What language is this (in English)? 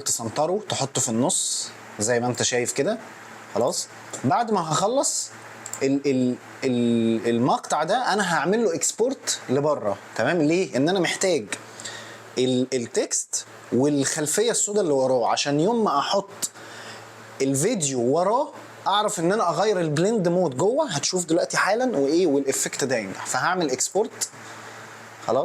Egyptian Arabic